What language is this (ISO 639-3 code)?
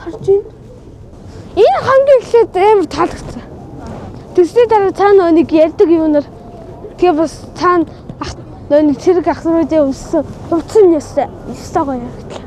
mon